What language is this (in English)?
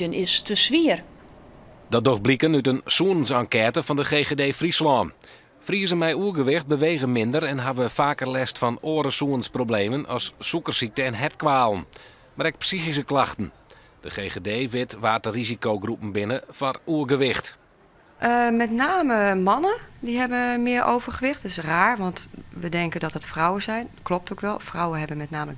Western Frisian